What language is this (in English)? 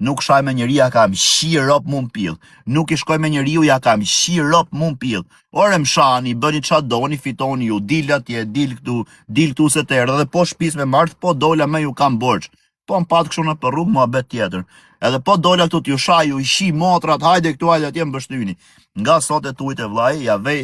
Albanian